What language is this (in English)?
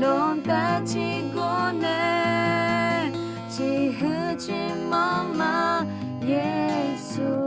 Akha